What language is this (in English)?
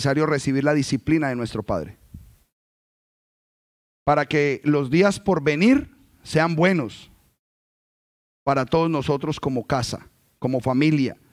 Spanish